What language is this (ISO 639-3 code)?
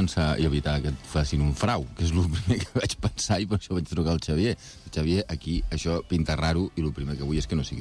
cat